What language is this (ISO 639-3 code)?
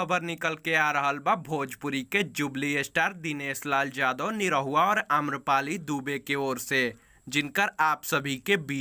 bho